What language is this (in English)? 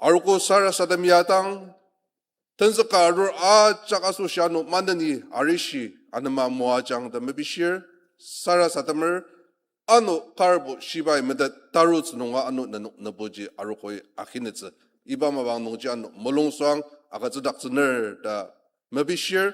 Ao Naga